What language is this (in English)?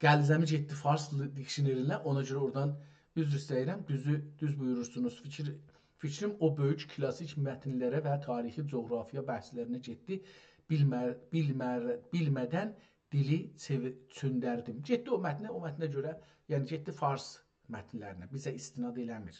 South Azerbaijani